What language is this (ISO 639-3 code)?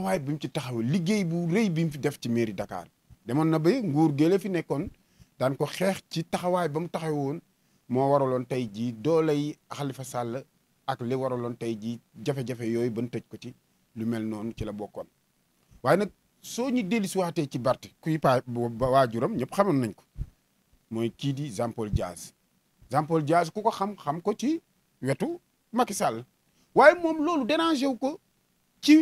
wol